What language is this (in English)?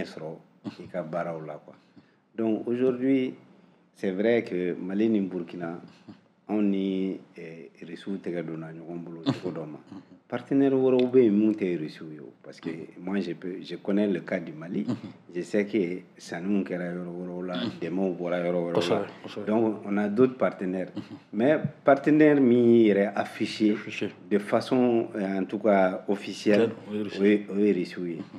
Bambara